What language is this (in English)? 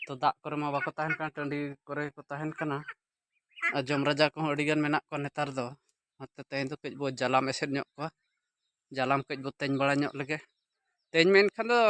Santali